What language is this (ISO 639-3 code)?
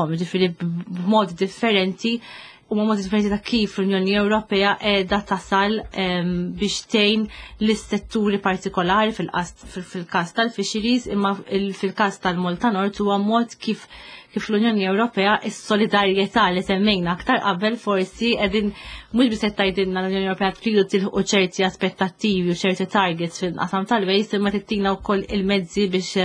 mlt